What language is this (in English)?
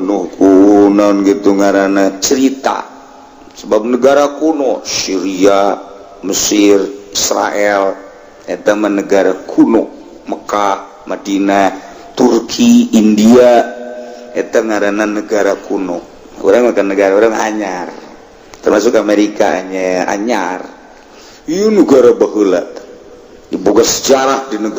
Sundanese